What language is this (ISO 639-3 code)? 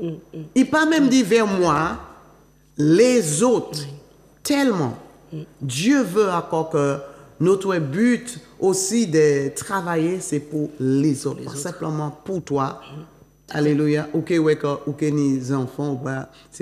fra